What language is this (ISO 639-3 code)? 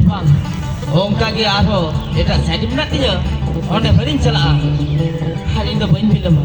sat